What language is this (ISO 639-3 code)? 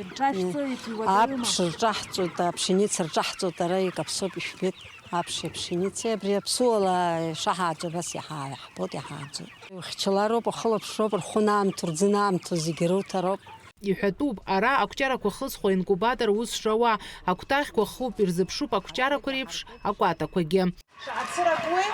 abk